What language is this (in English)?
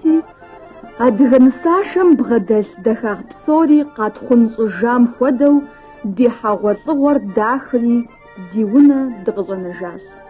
Kabardian